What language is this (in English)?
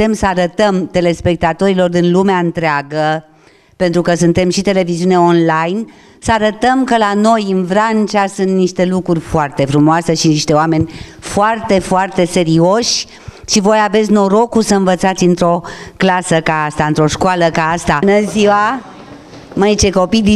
Romanian